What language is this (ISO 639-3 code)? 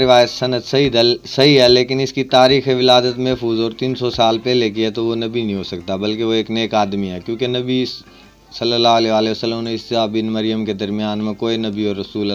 bgc